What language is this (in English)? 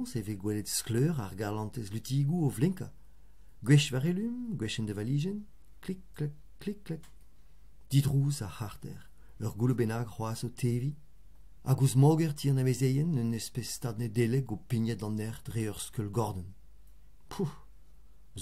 Breton